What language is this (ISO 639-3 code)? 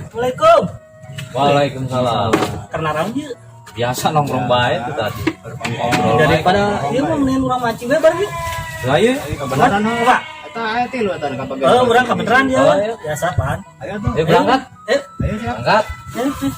sun